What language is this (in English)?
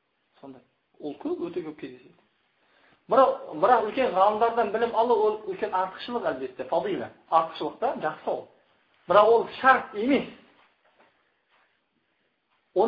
Kazakh